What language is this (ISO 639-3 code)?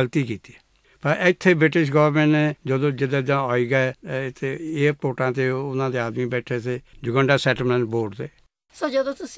pan